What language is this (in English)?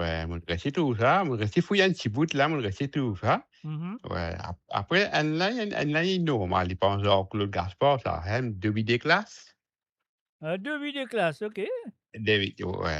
Morisyen